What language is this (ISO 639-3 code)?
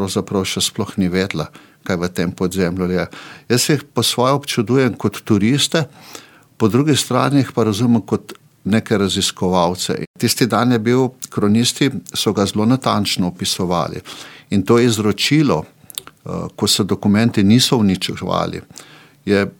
slv